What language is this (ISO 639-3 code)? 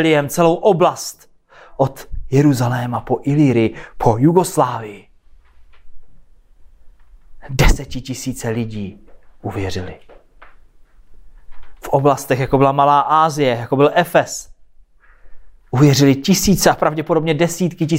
ces